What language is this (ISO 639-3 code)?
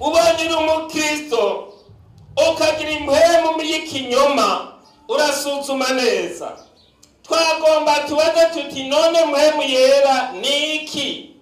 run